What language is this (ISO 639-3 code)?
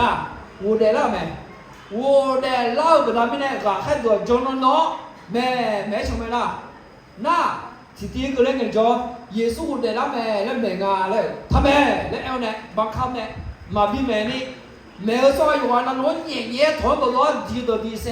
ahk